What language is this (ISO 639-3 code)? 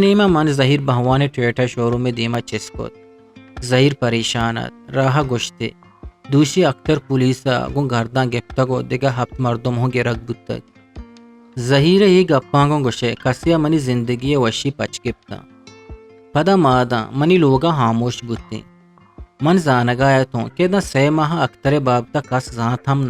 bgp